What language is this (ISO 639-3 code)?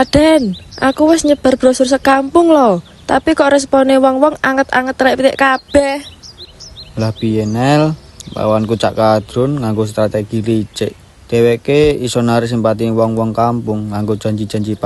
jav